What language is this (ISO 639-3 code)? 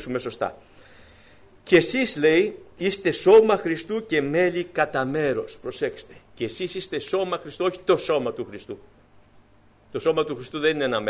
ell